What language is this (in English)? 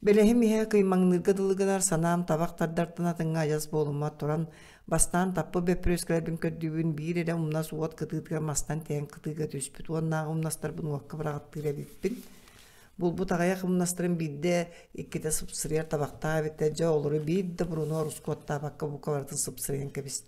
Yakut